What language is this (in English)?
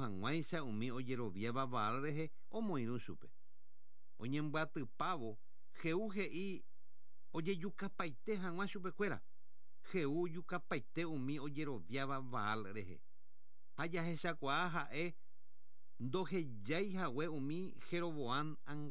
Guarani